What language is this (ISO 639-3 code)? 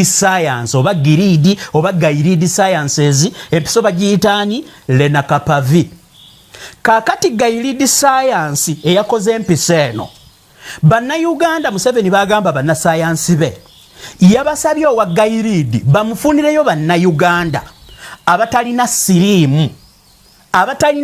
lug